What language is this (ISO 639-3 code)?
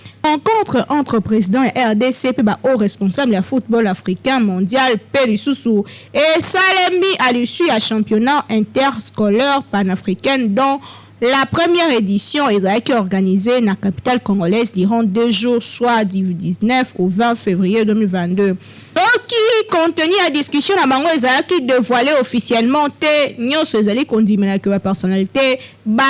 lin